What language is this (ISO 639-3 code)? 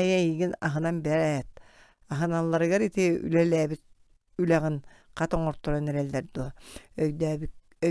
sah